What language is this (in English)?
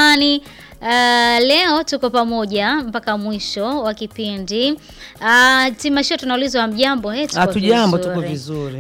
Swahili